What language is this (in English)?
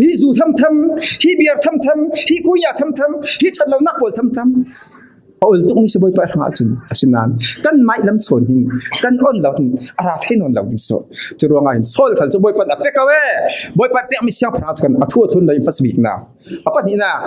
Falam Chin